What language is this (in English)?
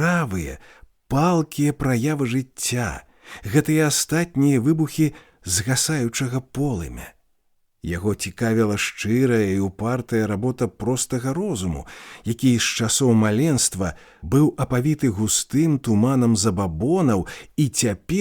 Belarusian